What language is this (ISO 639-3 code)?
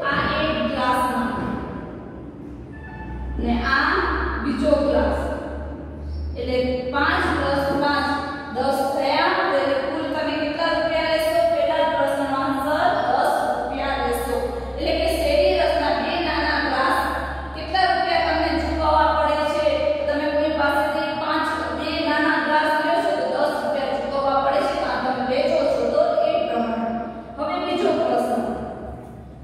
guj